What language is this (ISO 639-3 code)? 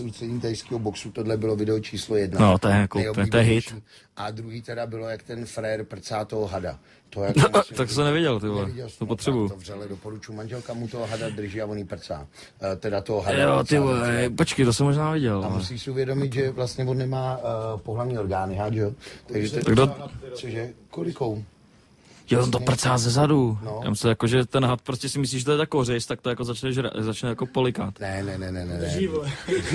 ces